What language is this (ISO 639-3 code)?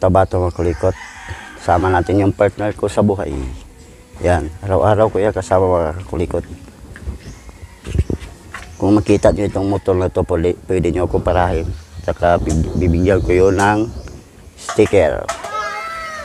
fil